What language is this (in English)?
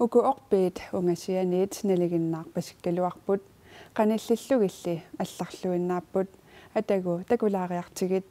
Kalaallisut